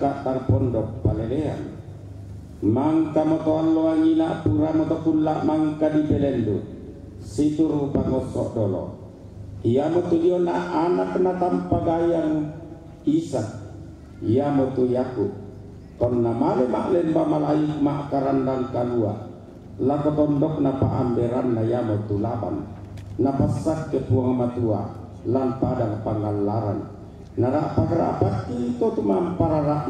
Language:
Toraja-Sa'dan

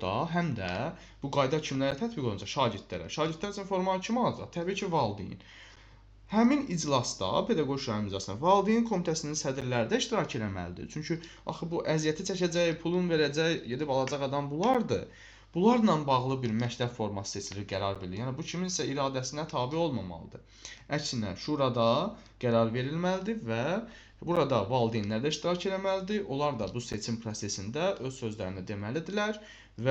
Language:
Azerbaijani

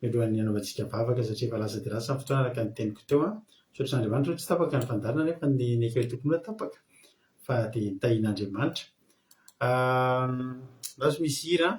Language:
Malagasy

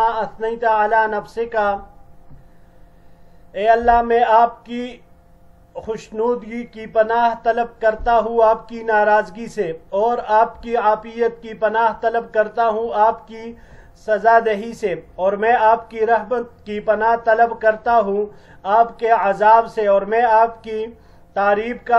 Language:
Urdu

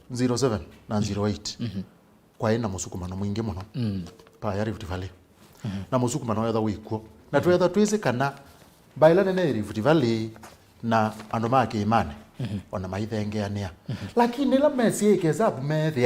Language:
Kamba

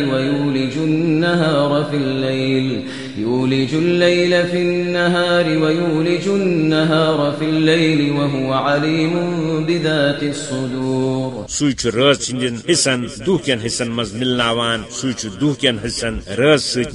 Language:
Kashmiri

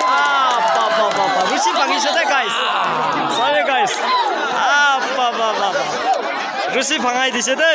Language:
Naga Pidgin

